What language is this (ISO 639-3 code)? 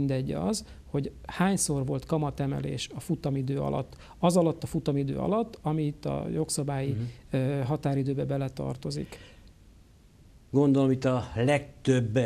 hun